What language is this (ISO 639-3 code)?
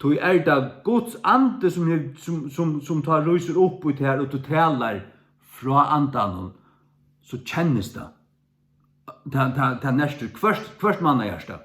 fao